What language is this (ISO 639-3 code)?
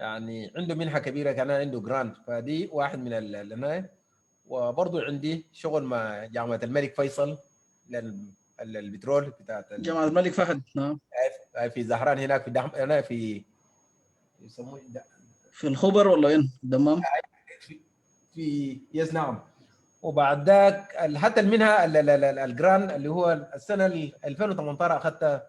apd